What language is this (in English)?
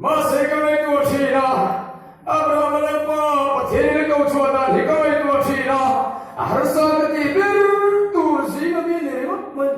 Mizo